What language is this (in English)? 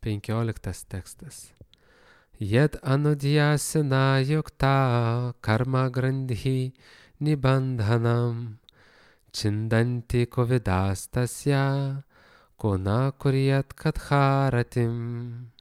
Lithuanian